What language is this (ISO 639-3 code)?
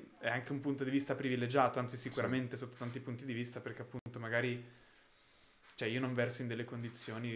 ita